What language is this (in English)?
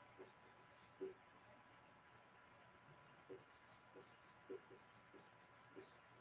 Urdu